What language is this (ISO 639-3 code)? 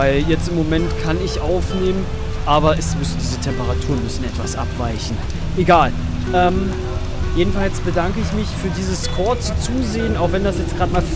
deu